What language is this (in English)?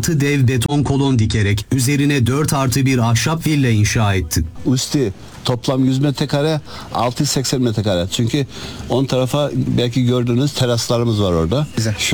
Turkish